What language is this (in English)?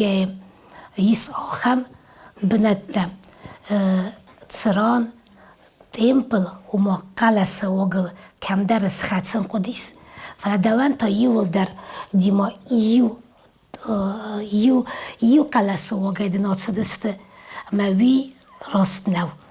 Ossetic